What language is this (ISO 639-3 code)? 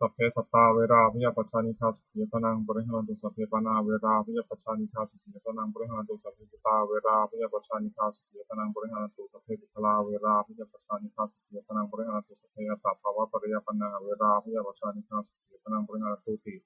pli